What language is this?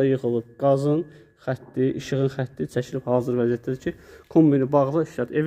Azerbaijani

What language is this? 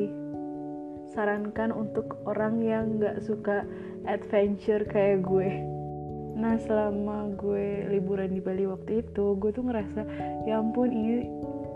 Indonesian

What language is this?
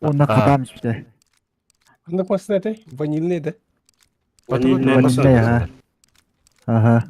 Yakut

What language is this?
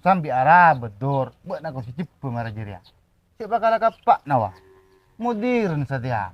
Madurese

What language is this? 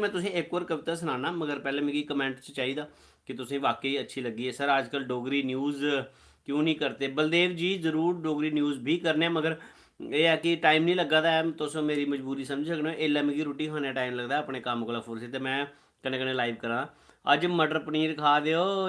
Dogri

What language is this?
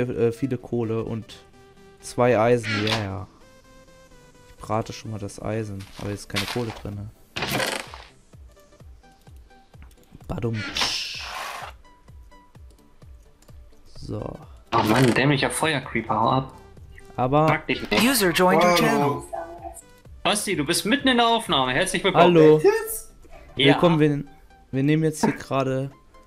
German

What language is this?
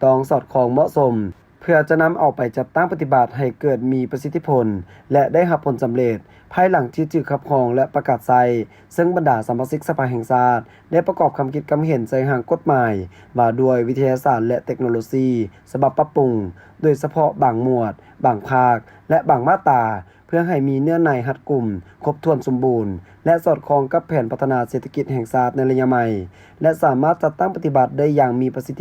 Lao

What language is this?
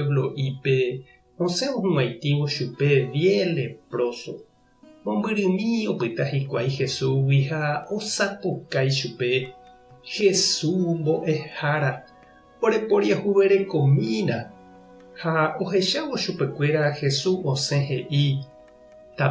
Guarani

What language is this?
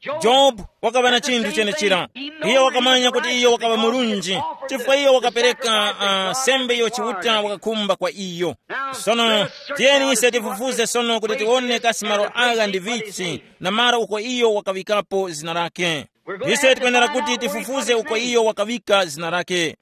Tumbuka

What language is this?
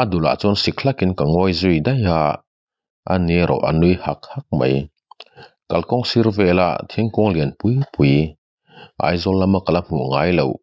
Mizo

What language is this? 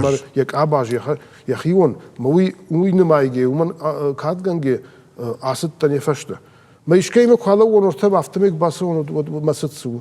Ossetic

